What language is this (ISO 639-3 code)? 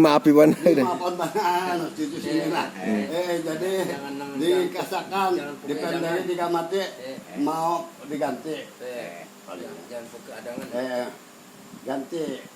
bjn